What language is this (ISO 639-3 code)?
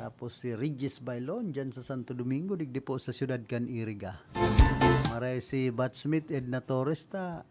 bik